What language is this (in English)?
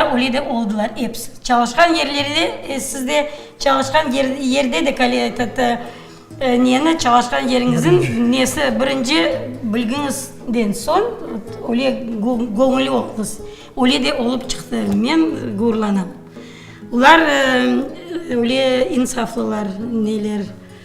Crimean Tatar